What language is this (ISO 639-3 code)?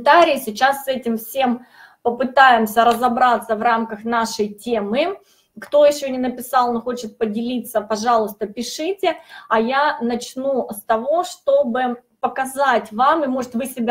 rus